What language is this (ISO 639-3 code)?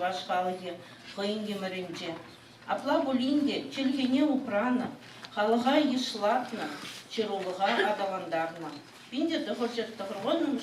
chv